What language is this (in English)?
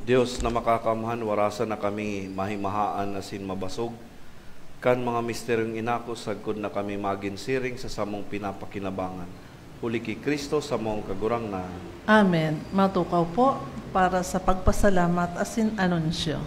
Bikol